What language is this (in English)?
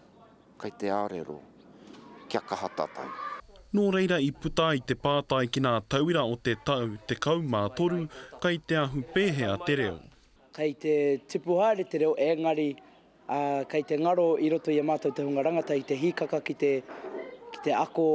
Māori